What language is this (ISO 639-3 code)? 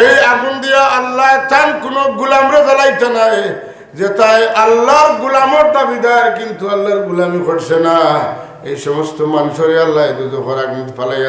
syl